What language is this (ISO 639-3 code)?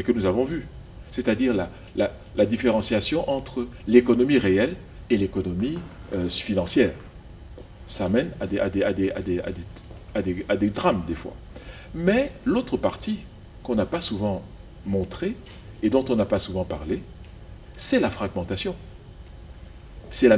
fra